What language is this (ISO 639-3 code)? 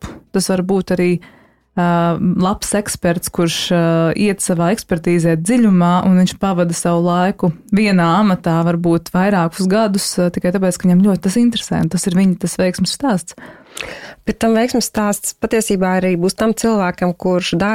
lav